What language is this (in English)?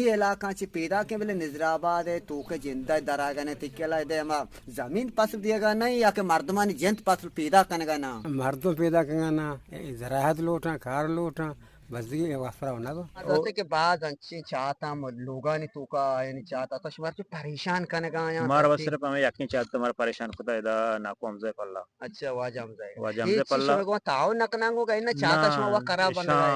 Eastern Balochi